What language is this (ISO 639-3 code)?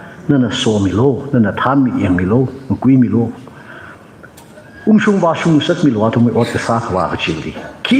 nmf